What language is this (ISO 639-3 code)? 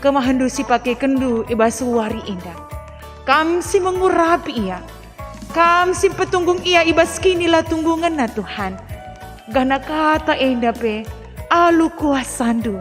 btx